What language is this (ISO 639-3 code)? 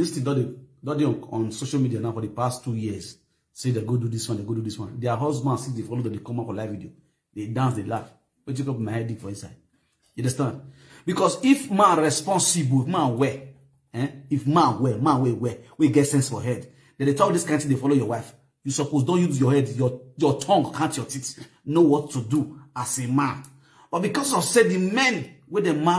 pcm